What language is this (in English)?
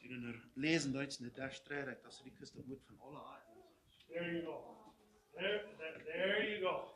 Plautdietsch